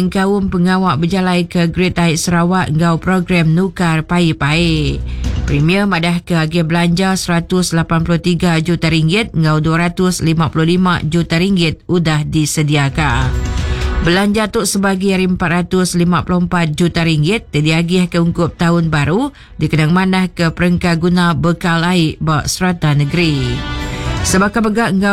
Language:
Iban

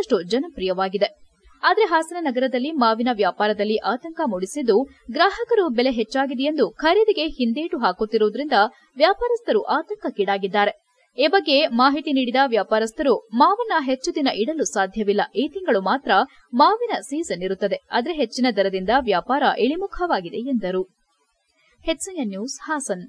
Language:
Kannada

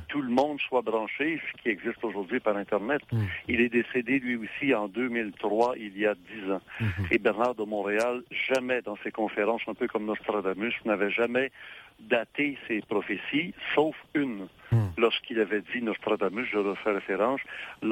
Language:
French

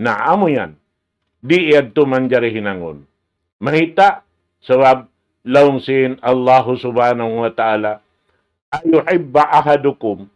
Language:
Tausug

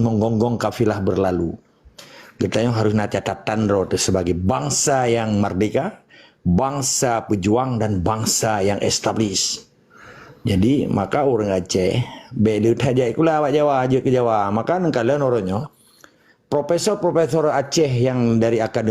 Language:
Achinese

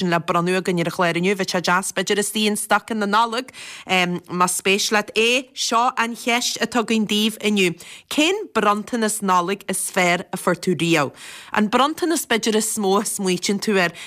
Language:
Irish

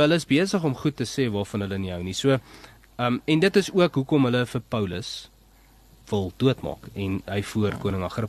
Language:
Afrikaans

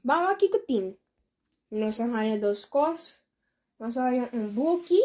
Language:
Papiamento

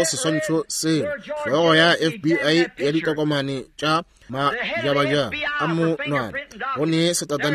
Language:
Northern Sotho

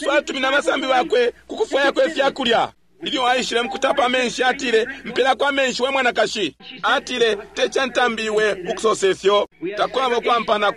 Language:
Bemba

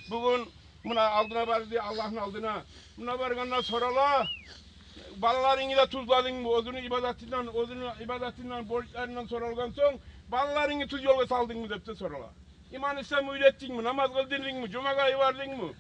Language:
Kumyk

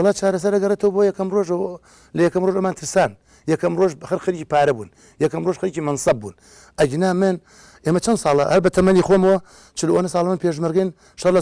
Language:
Central Kurdish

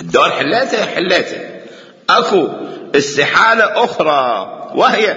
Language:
Mesopotamian Arabic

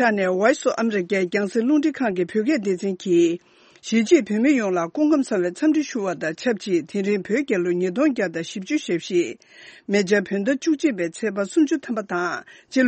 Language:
Tibetan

